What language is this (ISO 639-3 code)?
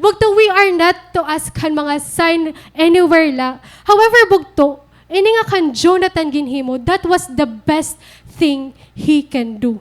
war